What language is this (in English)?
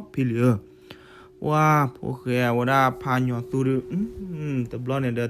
S'gaw Karen